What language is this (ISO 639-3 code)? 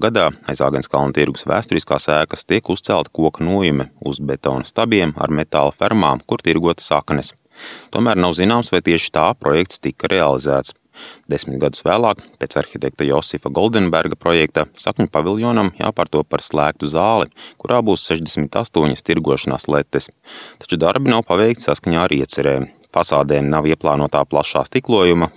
lav